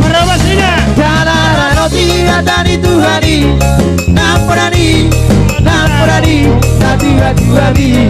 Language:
Batak Toba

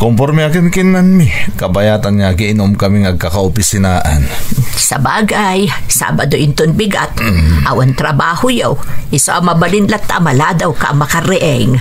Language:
Iloko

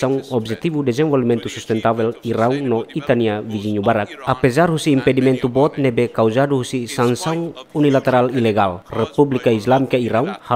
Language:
Tetum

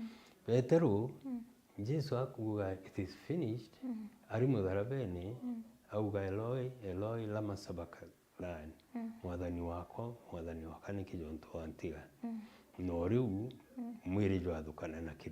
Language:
Meru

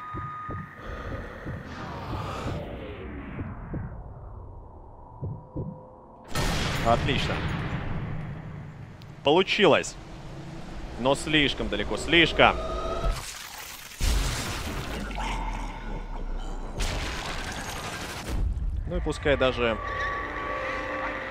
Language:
Russian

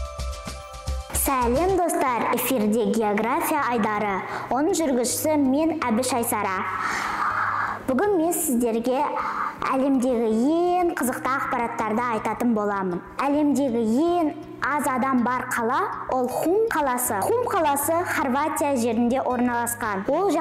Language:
Kazakh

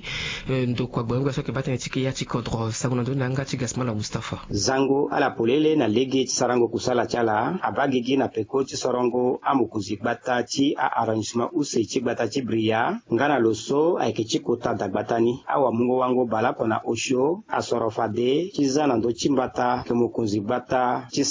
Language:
Sango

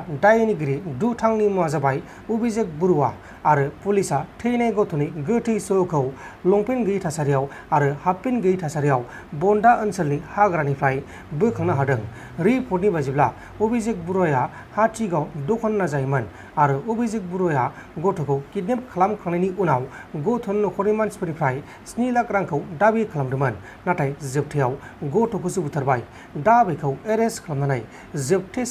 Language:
Bodo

